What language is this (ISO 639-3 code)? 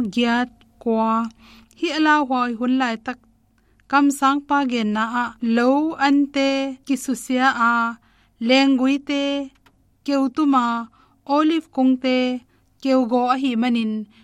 ctd